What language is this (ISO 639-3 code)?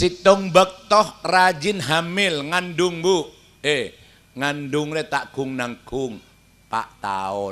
mad